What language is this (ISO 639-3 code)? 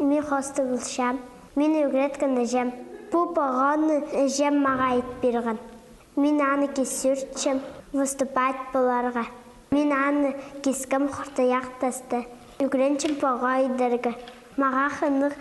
kjh